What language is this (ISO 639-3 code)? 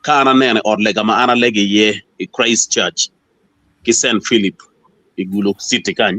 ach